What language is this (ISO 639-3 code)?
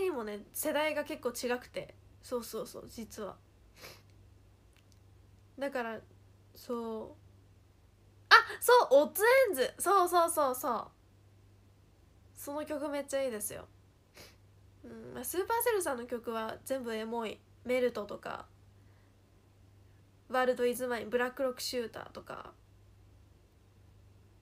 jpn